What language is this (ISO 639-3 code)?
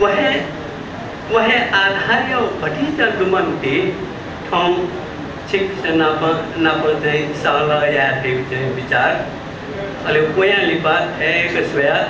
new